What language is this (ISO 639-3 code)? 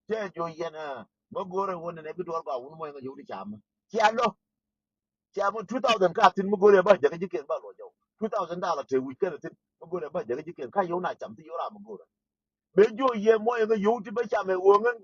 nus